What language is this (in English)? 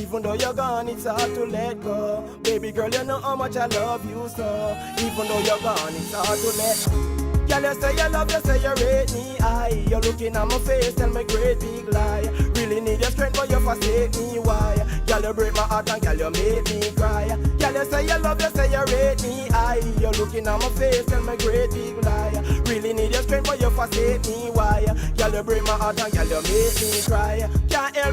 Jamaican Creole English